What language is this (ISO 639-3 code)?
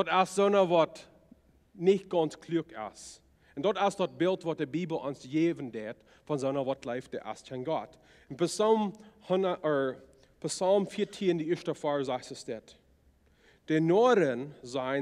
pdt